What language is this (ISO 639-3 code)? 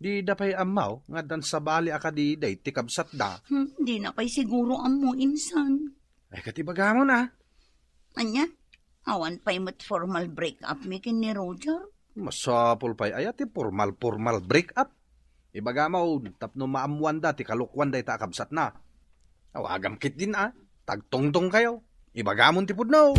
ilo